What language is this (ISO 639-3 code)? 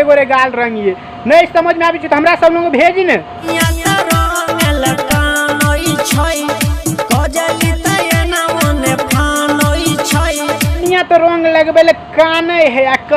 mai